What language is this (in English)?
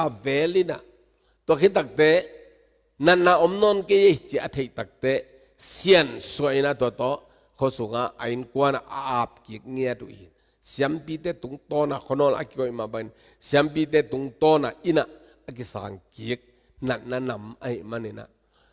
Tedim Chin